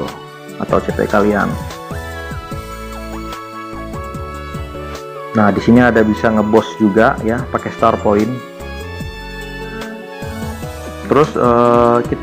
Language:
Indonesian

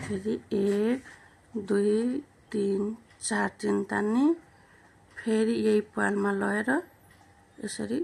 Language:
Nepali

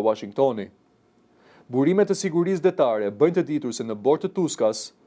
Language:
Albanian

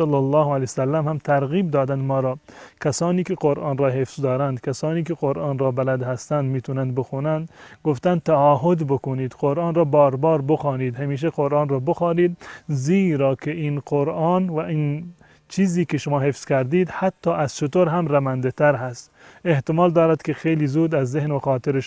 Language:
Persian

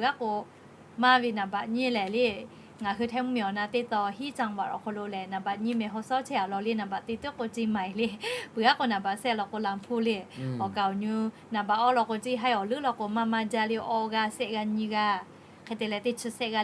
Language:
Lahu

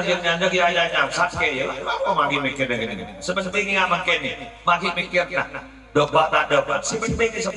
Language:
Madurese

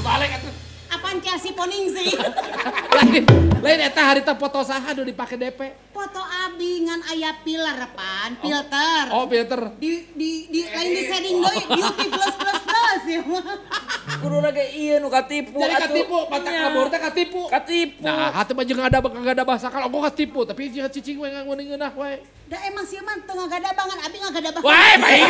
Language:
Sundanese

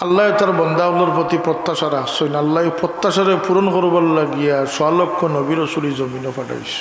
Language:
Sylheti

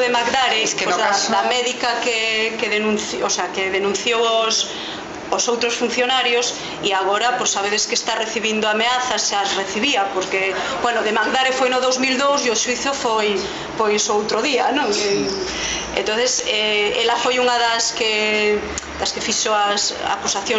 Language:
Galician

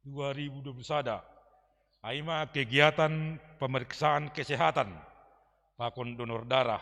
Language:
Batak Simalungun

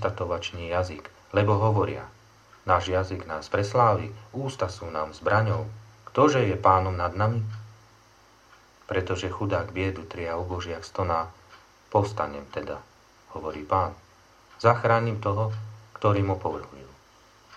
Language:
Slovak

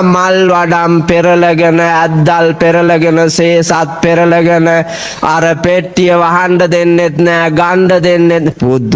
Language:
Sinhala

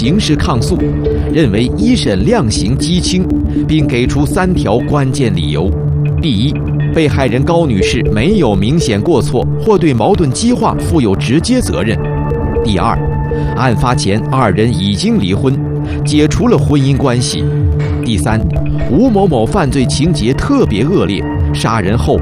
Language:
Chinese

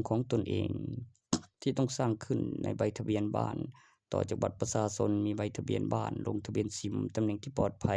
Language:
Lao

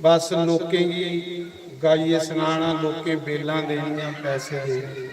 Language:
Dogri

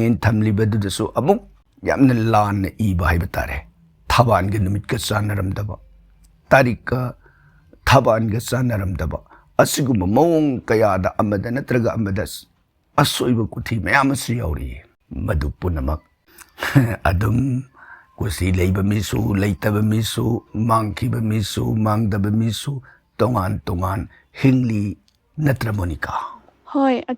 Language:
Manipuri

